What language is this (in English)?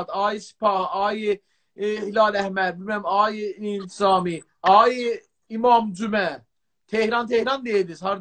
South Azerbaijani